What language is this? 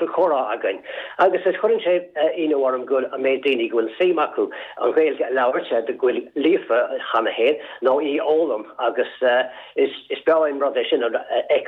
Irish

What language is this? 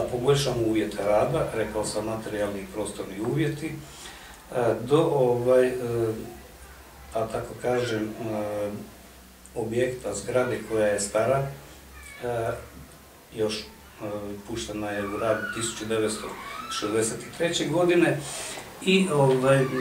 Croatian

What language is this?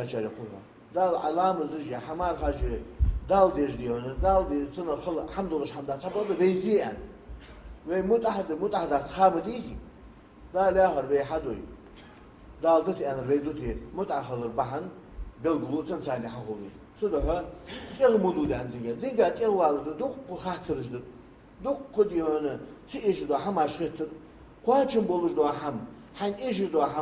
Ingush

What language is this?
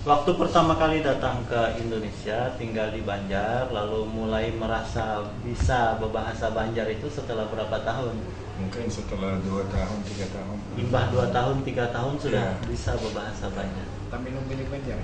Banjar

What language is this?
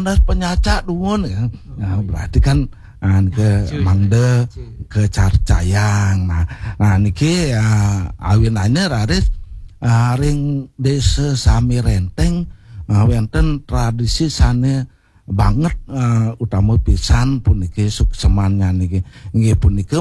Balinese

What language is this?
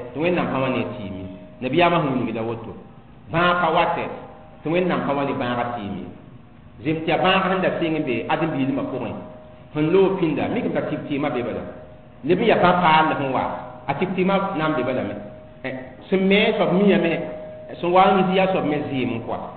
Mossi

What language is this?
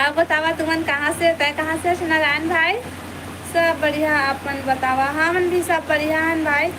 Chhattisgarhi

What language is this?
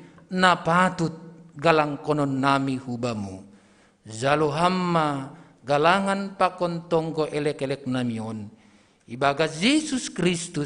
Batak Simalungun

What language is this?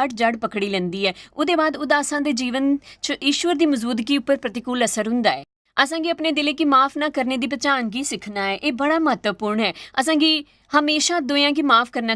Dogri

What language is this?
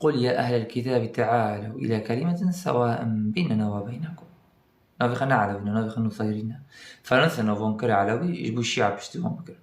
Kurdish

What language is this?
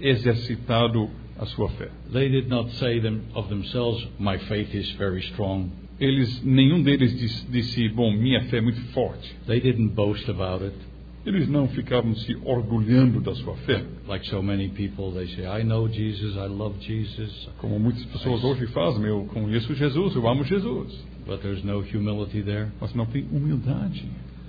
Portuguese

